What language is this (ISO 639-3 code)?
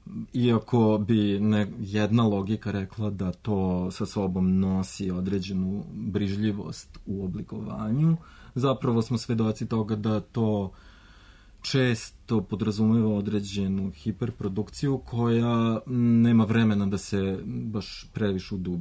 srp